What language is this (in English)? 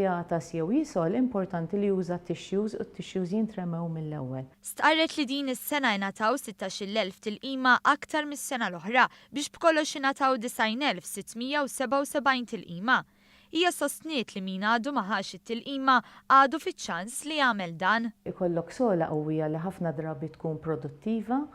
Maltese